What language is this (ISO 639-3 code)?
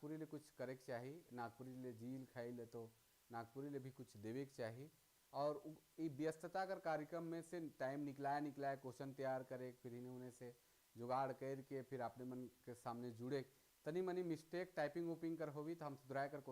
sck